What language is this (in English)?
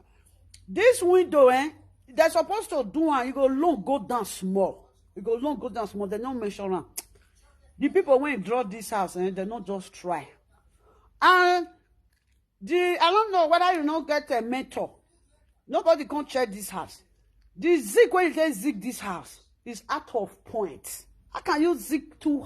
Nigerian Pidgin